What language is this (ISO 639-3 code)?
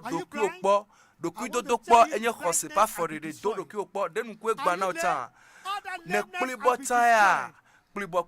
ewe